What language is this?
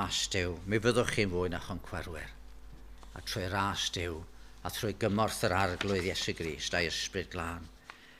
Welsh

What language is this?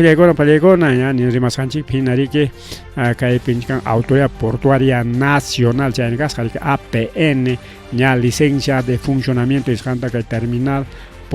Ayacucho Quechua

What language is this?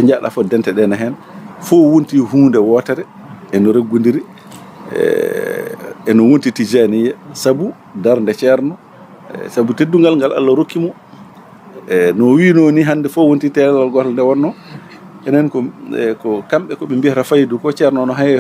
Fula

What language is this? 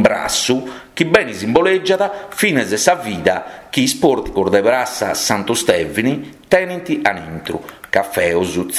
Sardinian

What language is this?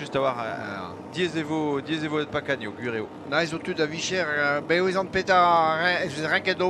Breton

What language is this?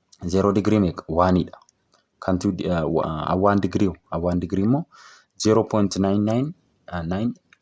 Oromo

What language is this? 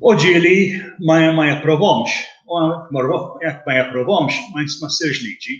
Maltese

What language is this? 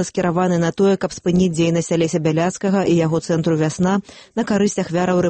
Belarusian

